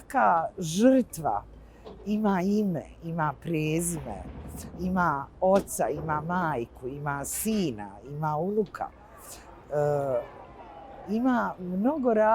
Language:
Bosnian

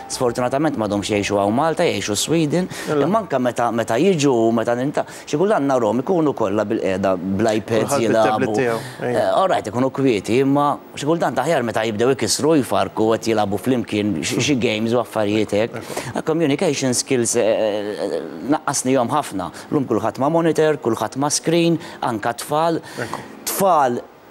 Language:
Maltese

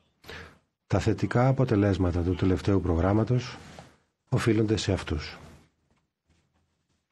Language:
Greek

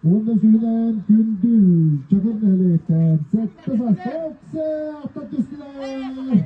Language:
Yakut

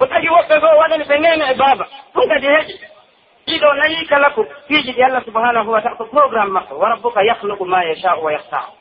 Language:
Pular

